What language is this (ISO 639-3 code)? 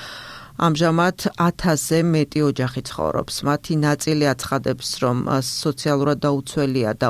kat